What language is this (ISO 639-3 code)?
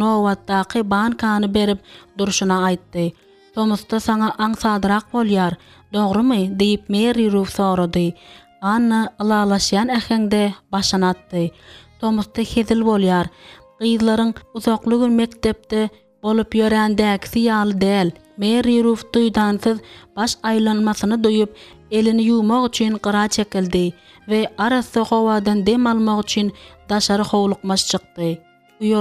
tuk